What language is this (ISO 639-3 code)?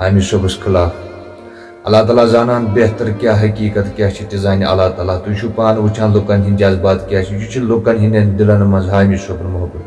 kas